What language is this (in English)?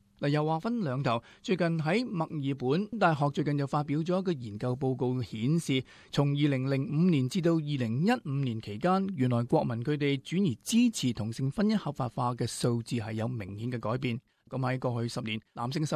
Cantonese